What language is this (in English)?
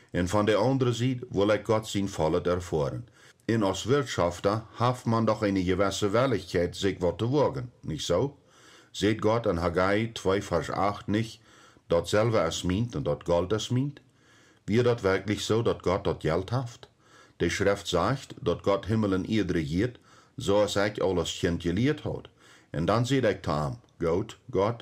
Plautdietsch